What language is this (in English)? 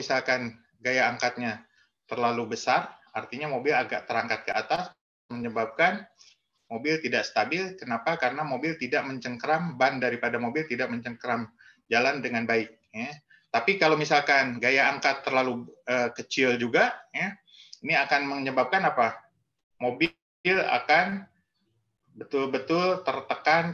Indonesian